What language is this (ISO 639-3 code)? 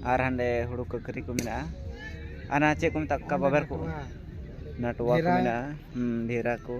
sat